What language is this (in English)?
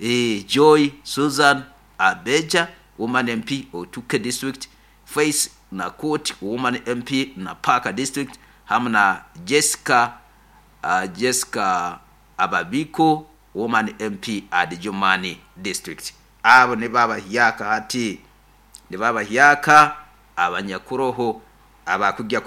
Nyoro